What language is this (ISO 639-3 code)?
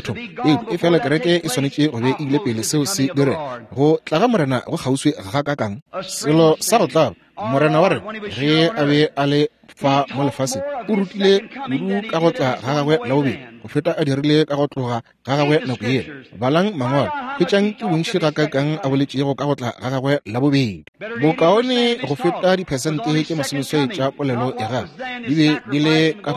nso